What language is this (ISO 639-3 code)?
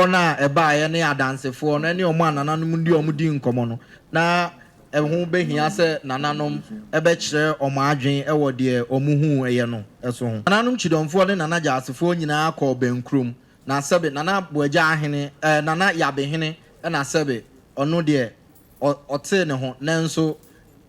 aka